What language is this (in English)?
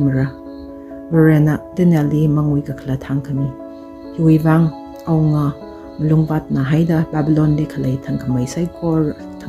Tangkhul Naga (India)